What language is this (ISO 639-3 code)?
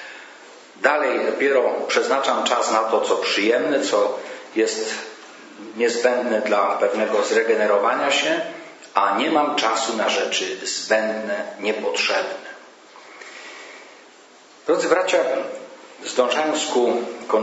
pol